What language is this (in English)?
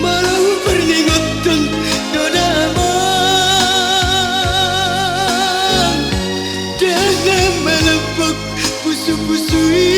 Batak Toba